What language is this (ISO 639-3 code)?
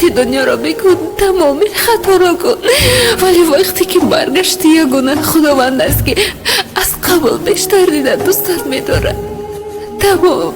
tgk